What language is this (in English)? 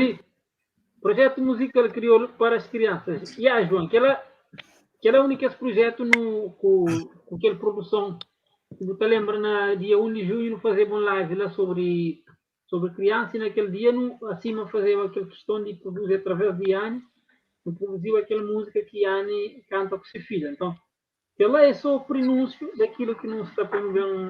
Kabuverdianu